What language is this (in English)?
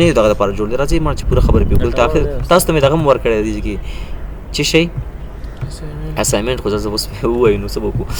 Pashto